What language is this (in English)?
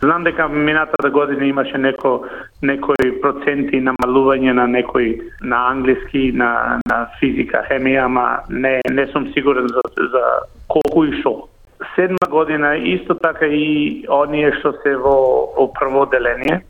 Macedonian